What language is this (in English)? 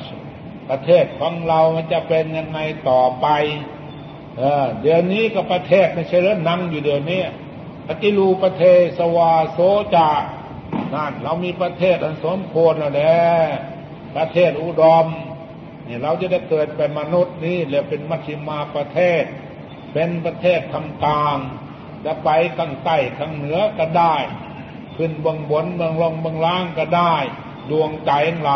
Thai